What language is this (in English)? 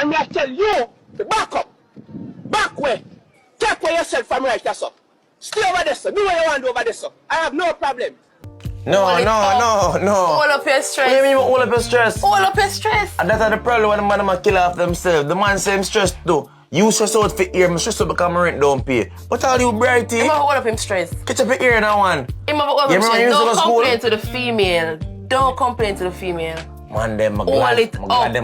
Jamaican Creole English